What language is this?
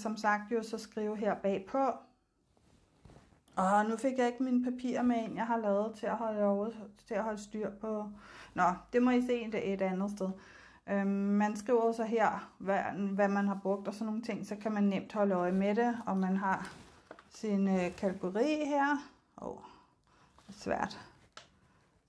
Danish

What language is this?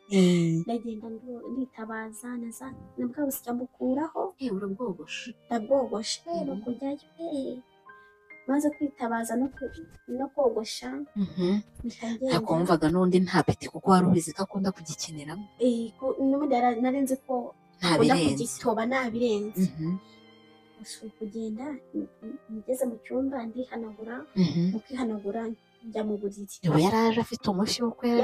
Kinyarwanda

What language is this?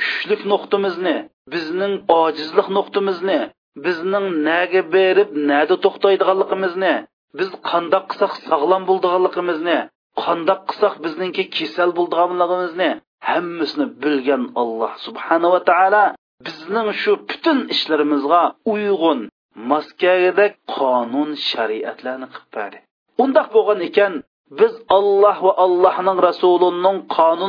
Uyghur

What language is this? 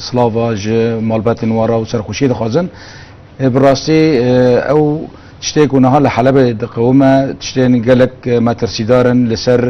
Kurdish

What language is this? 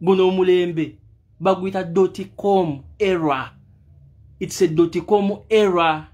Ganda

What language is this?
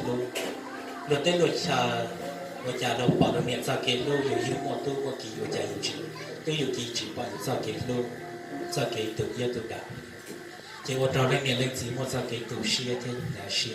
Hmong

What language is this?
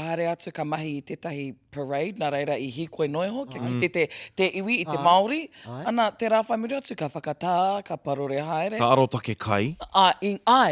Māori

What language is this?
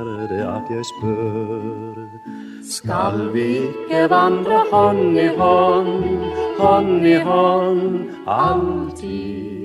Norwegian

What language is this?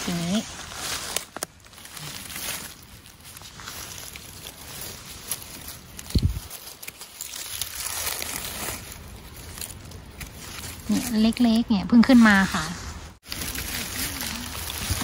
Thai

